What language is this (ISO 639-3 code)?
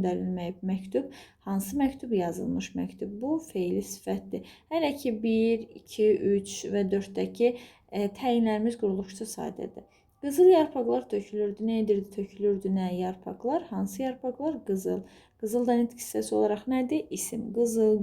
aze